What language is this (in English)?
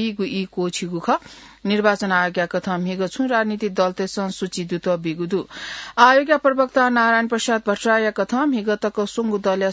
Newari